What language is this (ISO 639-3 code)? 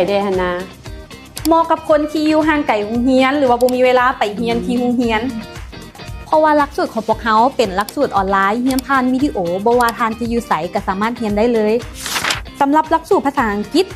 lao